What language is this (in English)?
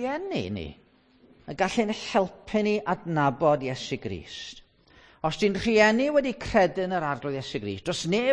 Welsh